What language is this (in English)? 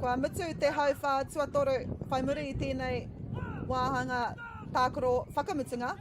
Māori